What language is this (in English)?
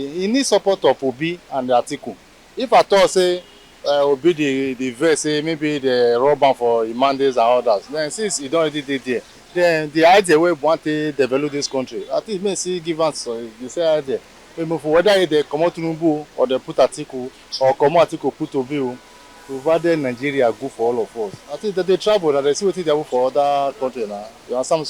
Nigerian Pidgin